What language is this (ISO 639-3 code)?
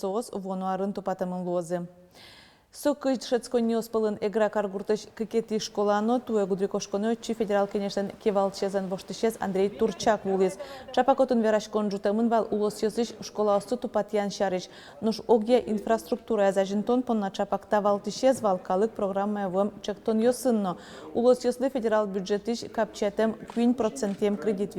udm